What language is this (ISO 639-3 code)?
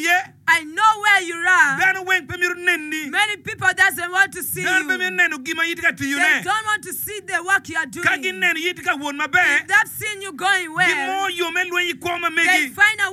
ach